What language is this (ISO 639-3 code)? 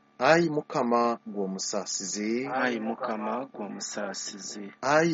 lug